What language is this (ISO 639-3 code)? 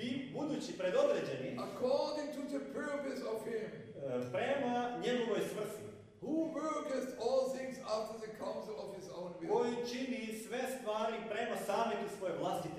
hrv